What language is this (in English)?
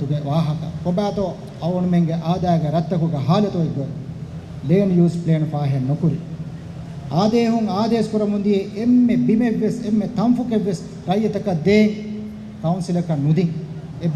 Divehi